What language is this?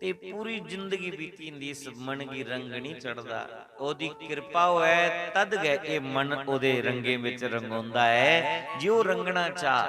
Dogri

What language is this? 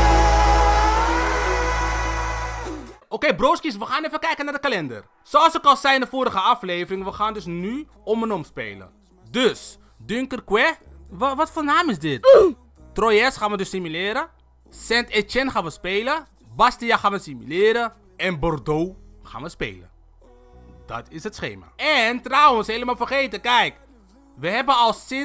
Dutch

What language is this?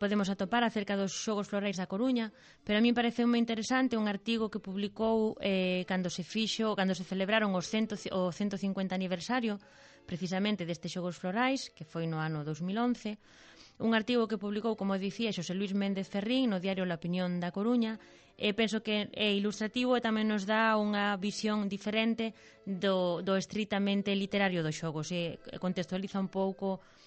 Galician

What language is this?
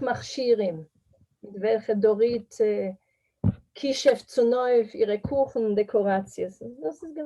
Yiddish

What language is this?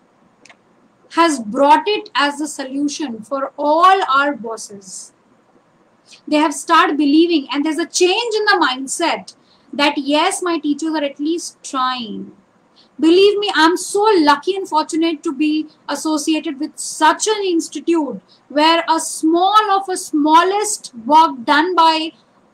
English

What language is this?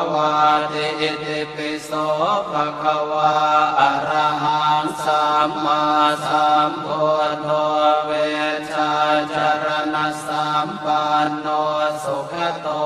Pali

